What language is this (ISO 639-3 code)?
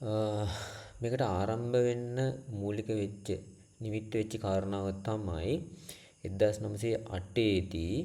sin